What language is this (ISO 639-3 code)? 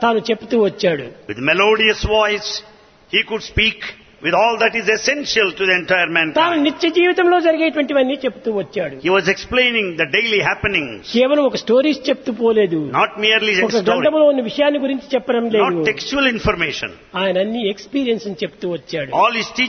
tel